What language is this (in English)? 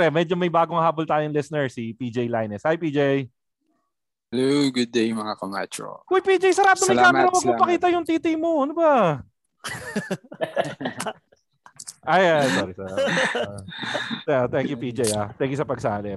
Filipino